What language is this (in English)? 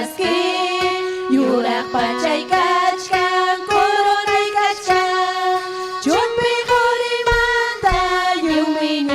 Ayacucho Quechua